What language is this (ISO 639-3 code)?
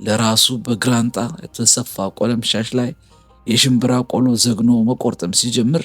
amh